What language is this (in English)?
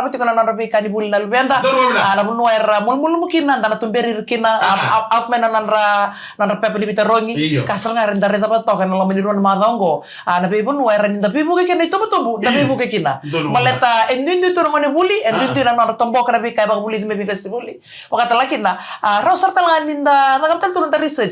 Fijian